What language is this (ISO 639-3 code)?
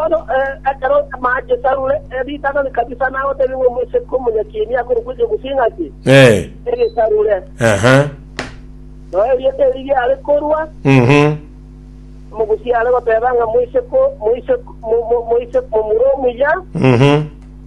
guz